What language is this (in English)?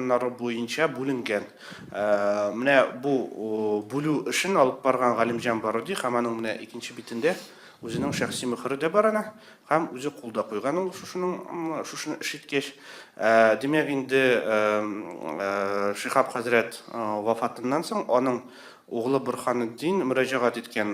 Tatar